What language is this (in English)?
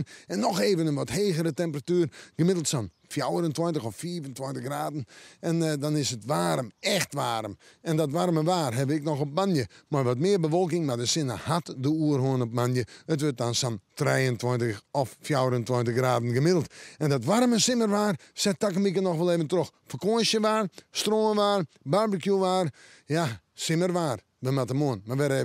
Western Frisian